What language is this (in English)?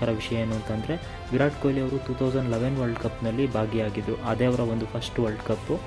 Kannada